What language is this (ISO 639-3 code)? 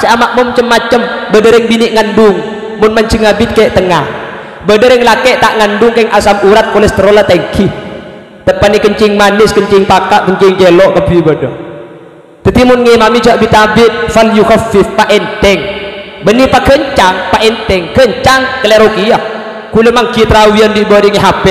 mad